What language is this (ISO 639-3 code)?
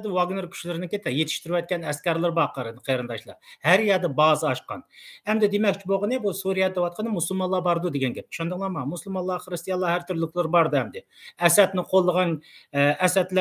uig